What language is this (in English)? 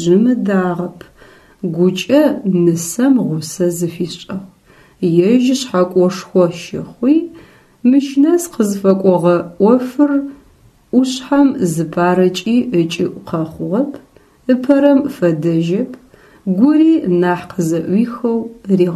Adyghe